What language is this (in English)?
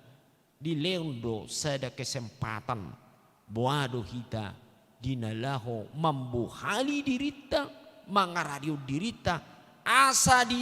Batak Toba